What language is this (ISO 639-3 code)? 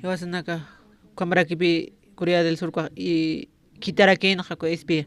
aym